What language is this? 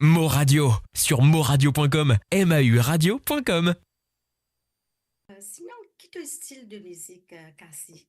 Morisyen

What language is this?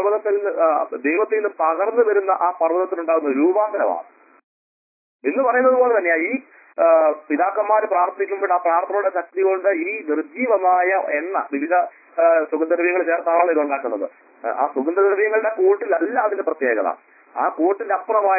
Malayalam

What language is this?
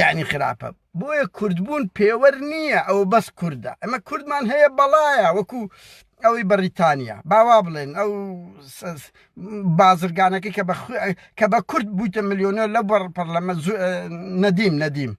Central Kurdish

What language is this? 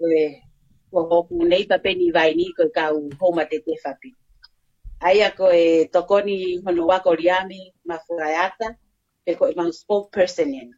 Tongan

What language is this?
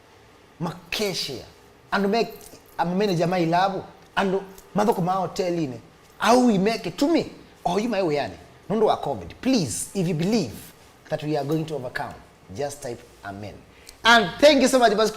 Kamba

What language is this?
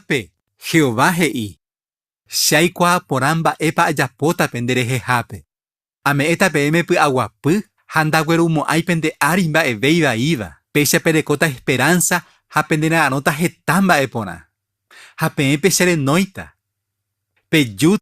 Guarani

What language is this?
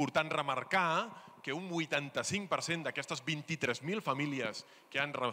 Catalan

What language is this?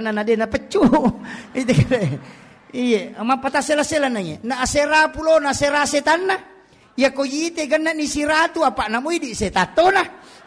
Buginese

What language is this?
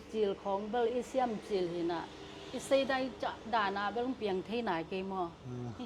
Tedim Chin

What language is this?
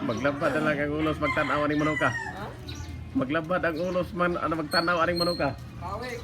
Cebuano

